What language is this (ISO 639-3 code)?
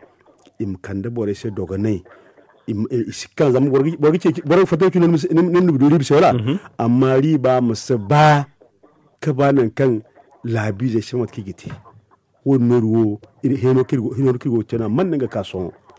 dje